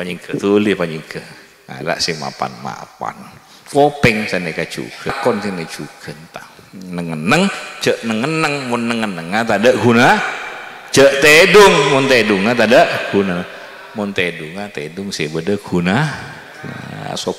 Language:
Madurese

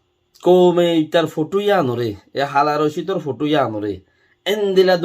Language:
Rohingya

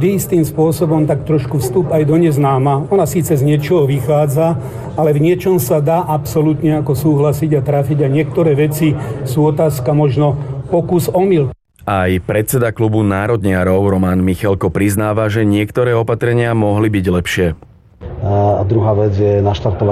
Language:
Slovak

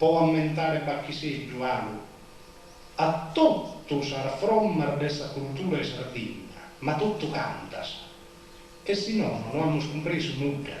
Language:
Sardinian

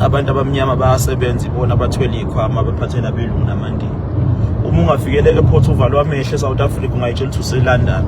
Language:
Zulu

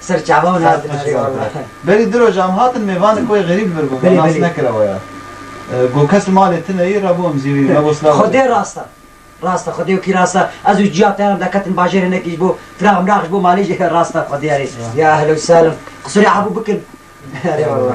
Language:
Kurdish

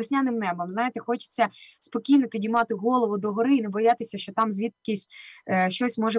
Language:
Ukrainian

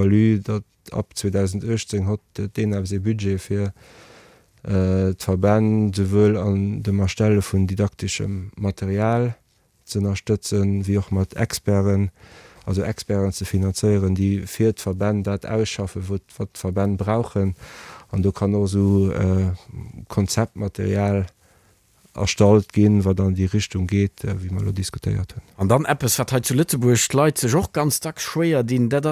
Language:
Luxembourgish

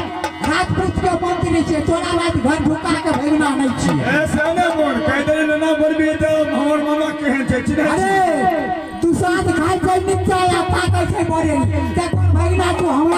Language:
Maithili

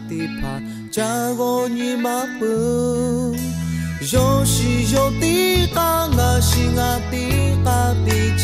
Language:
Lahu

